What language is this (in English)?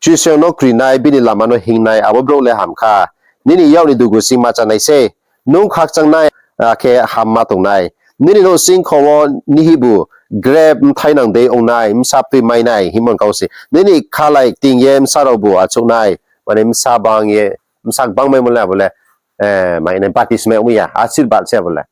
Riang (India)